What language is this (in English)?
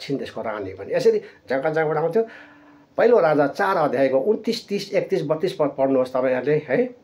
Nepali